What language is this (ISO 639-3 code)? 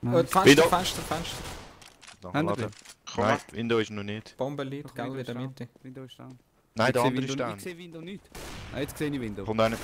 gsw